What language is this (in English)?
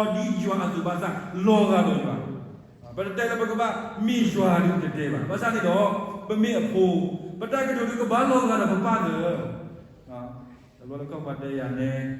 S'gaw Karen